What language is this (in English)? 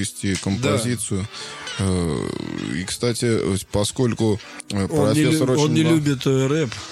Russian